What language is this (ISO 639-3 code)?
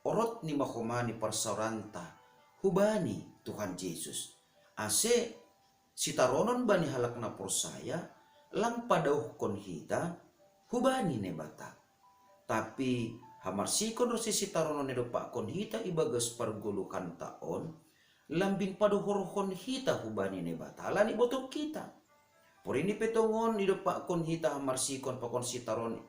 bts